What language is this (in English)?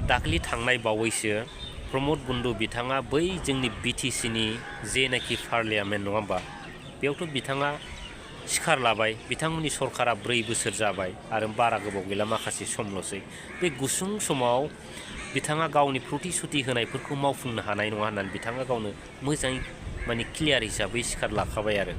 Bodo